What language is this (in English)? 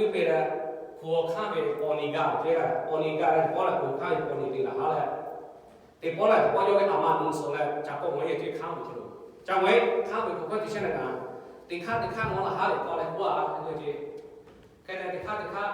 Lahu